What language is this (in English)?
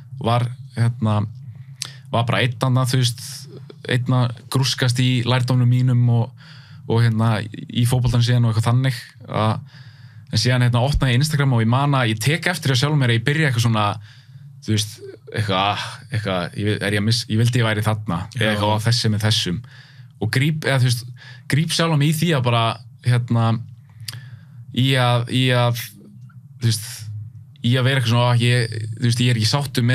Icelandic